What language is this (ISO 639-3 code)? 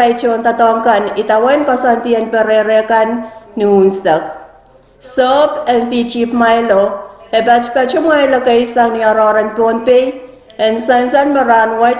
pon